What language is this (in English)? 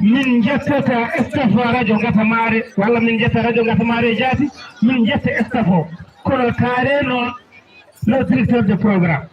Fula